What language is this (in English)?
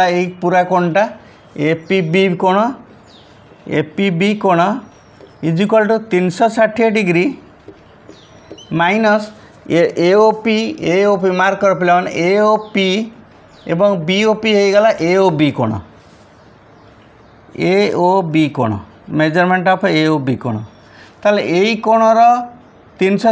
Odia